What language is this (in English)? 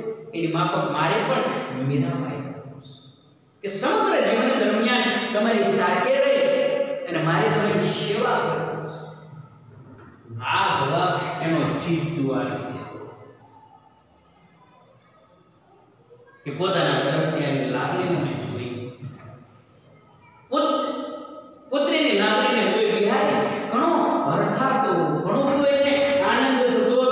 Gujarati